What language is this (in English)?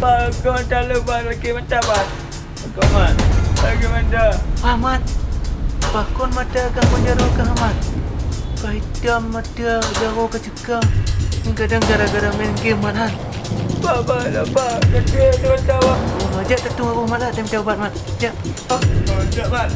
Achinese